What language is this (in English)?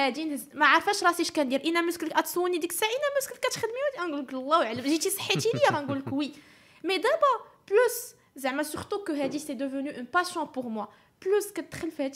Moroccan Arabic